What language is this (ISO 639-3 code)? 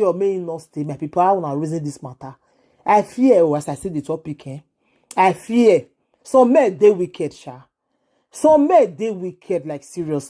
pcm